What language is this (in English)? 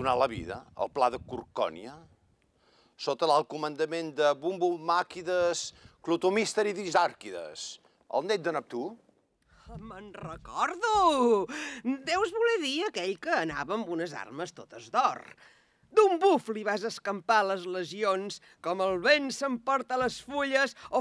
Catalan